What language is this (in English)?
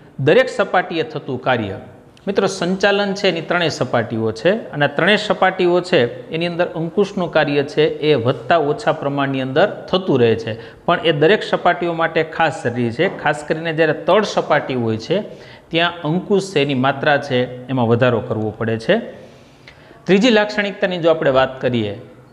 Gujarati